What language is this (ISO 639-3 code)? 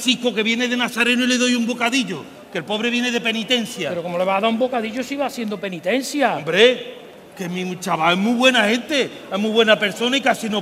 spa